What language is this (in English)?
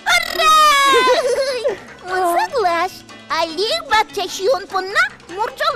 Udmurt